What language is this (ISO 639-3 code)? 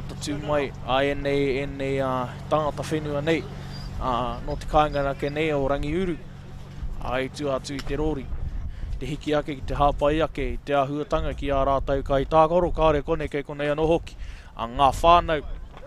mri